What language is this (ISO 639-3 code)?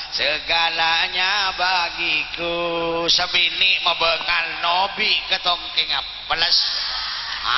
mad